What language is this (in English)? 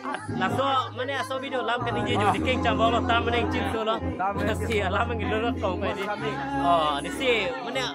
Karbi